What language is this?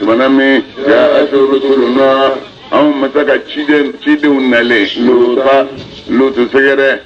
Bambara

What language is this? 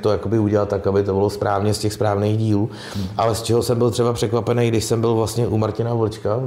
Czech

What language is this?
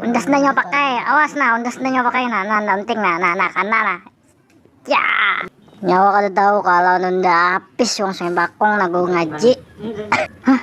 Banjar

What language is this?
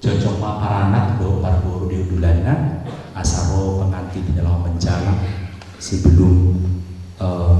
Batak Toba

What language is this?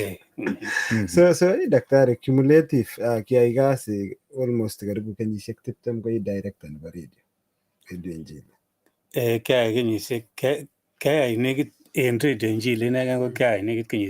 Kalenjin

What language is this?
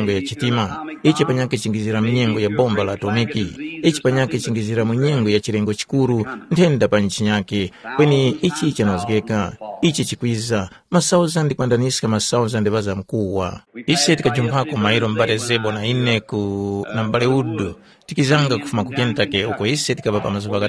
Tumbuka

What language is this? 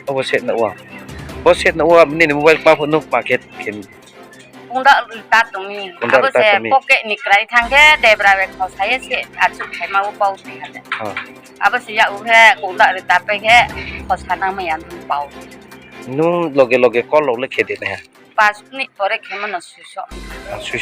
Riang (India)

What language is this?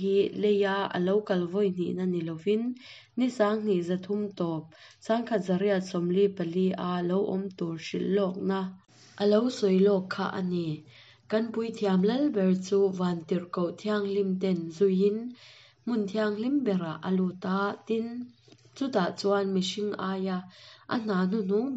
Hakha Chin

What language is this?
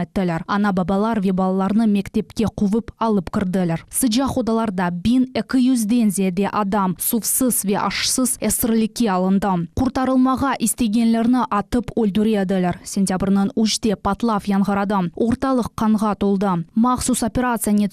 Crimean Tatar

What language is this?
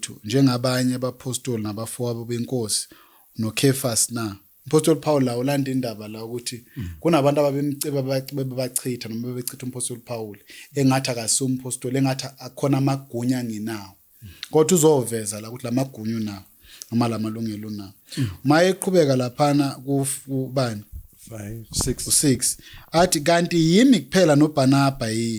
Zulu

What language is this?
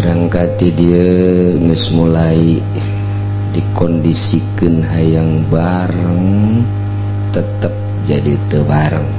Sundanese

